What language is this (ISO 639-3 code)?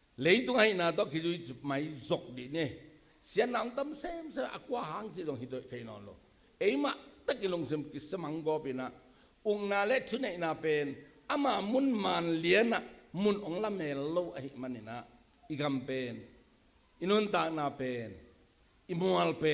ctd